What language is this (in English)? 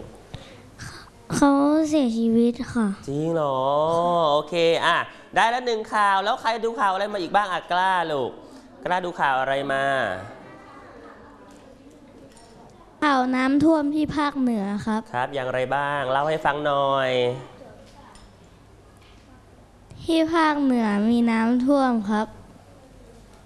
Thai